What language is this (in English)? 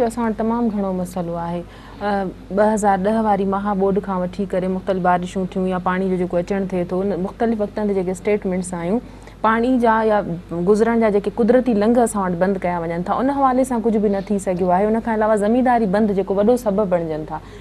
Sindhi